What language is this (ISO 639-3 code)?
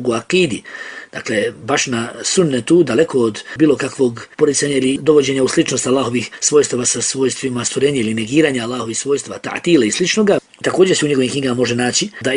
bos